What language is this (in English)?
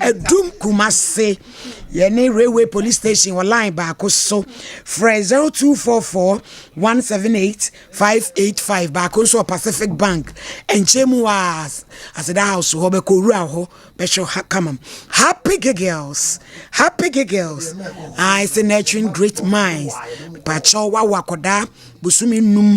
Akan